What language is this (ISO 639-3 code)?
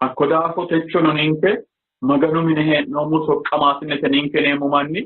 sid